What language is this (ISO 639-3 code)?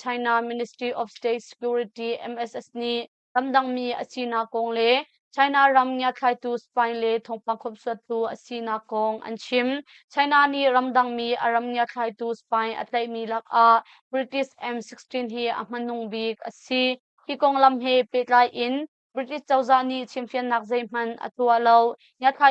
cnh